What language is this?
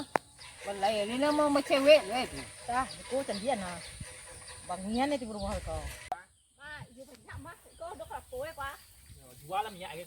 Minangkabau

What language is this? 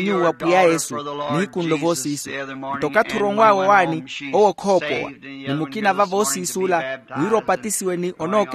Makhuwa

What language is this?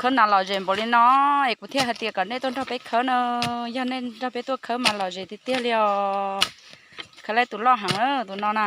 Hmong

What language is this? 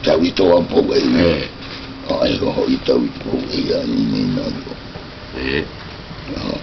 South Marquesan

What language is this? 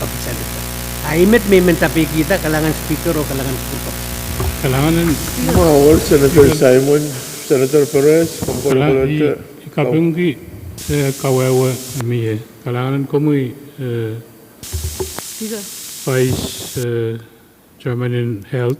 Pohnpeian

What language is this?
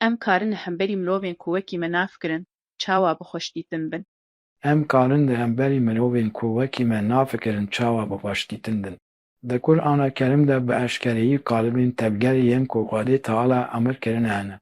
Kurdish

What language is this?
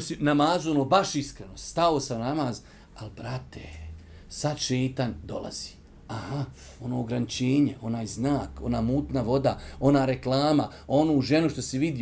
Bosnian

